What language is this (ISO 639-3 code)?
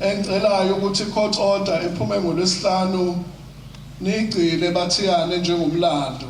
zul